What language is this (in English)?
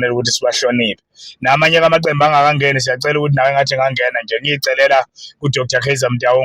Zulu